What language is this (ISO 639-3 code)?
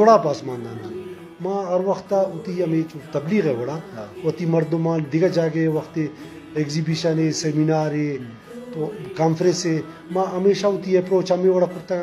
bgp